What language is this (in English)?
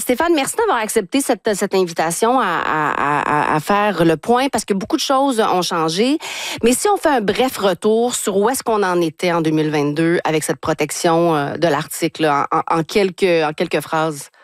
French